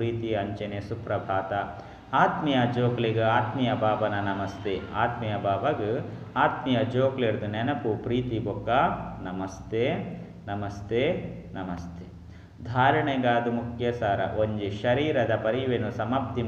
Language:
Tulu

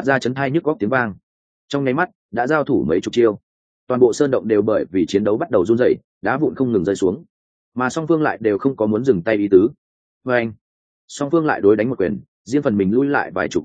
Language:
Vietnamese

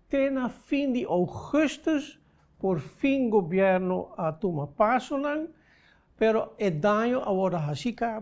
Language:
Papiamento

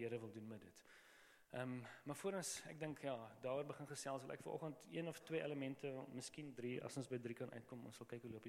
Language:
Afrikaans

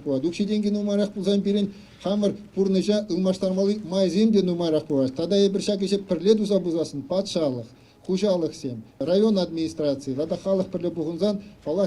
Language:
Chuvash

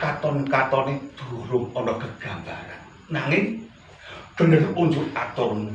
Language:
Javanese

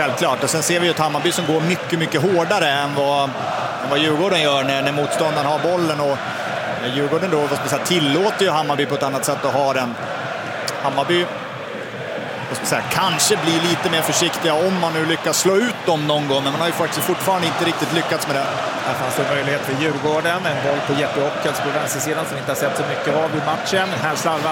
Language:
Swedish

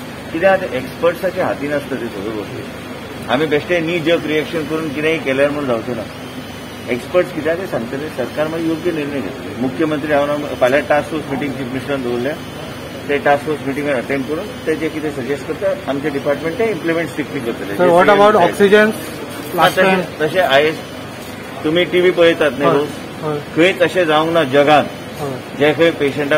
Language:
Konkani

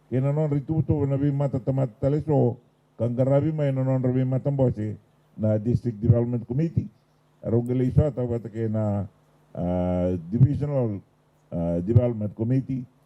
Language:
Fijian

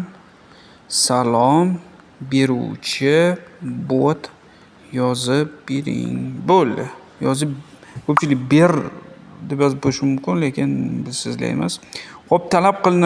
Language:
Uzbek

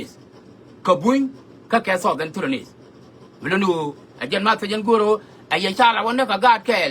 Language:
Nuer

